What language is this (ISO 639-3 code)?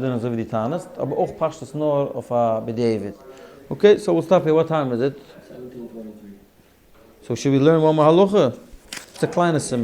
yid